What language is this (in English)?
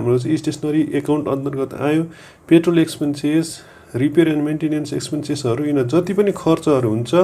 Nepali